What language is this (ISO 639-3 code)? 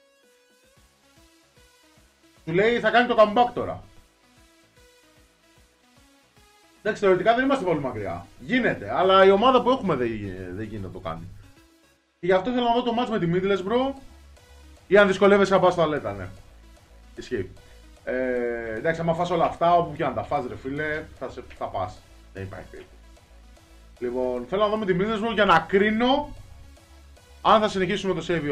ell